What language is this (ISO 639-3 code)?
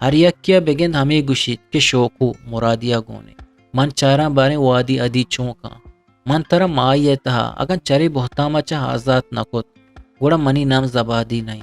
bgp